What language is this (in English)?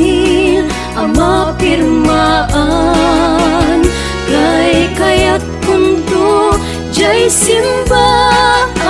Iloko